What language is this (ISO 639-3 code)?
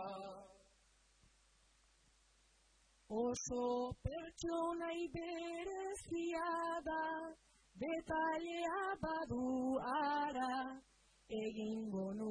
eus